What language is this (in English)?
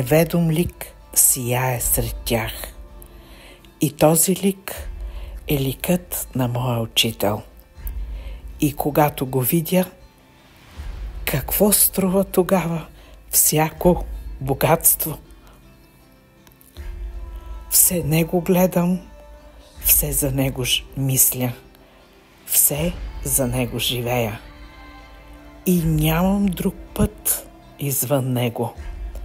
Bulgarian